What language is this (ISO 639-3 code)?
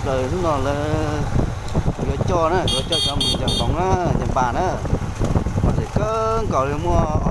hmn